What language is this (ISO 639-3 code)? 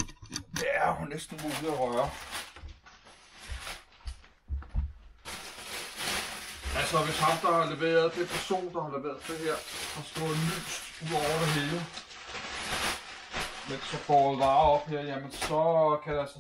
dan